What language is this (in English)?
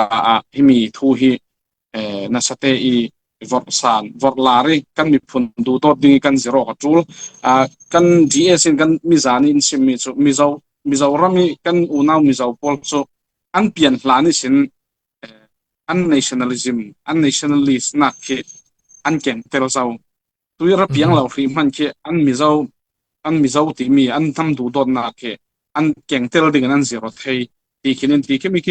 Falam Chin